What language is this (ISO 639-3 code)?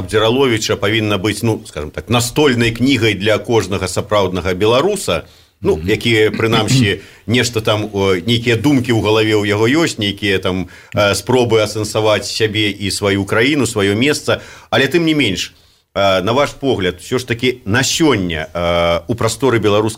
bel